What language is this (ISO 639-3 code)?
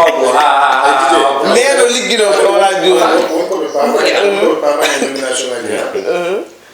ful